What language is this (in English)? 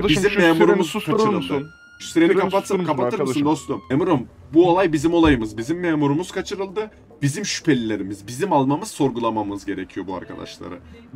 Turkish